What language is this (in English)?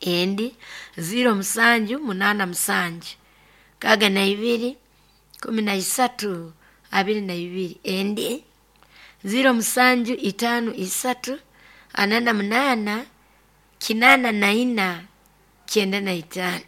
Nyoro